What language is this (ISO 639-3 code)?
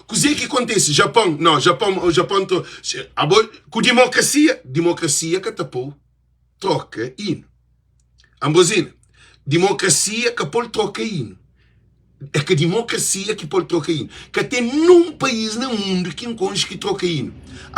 kea